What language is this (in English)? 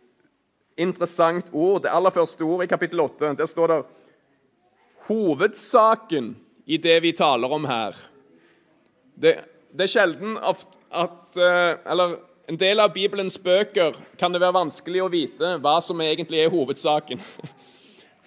Norwegian